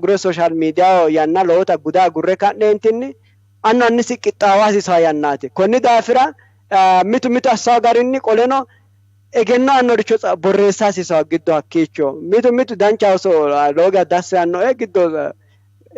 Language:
Sidamo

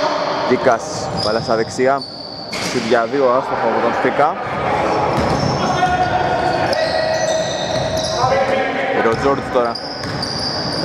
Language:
Greek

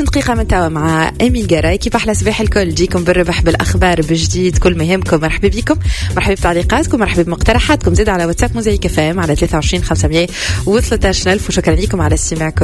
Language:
Tunisian Arabic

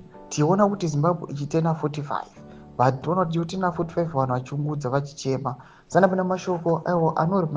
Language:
Shona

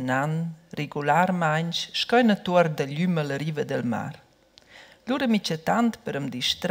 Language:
Romansh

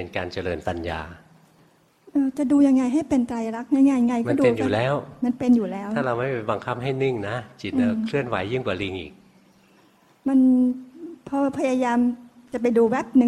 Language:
Thai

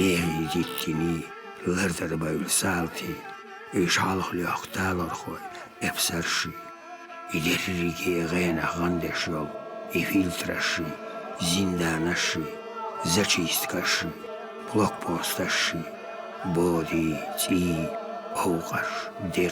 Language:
Chechen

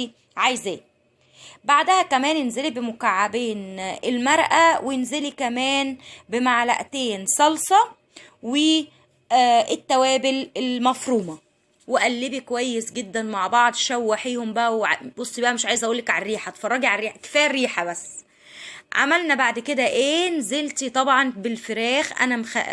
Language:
Egyptian Arabic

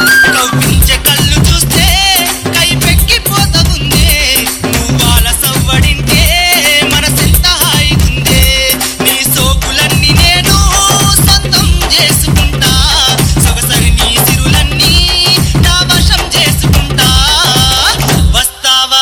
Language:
Telugu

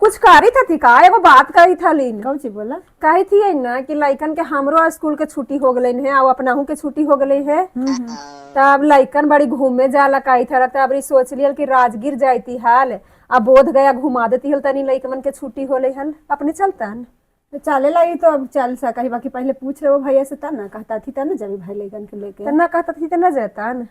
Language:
Magahi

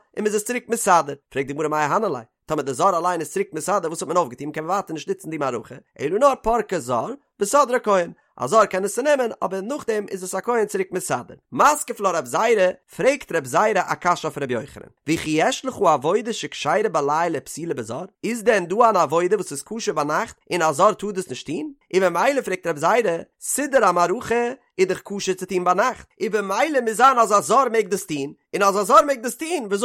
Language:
Yiddish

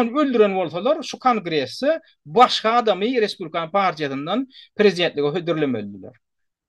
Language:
Turkmen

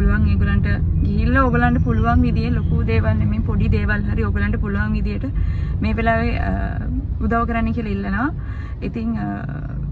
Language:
Sinhala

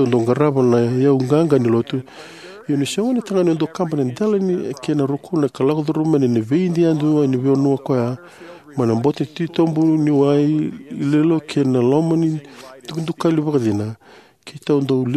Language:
Fijian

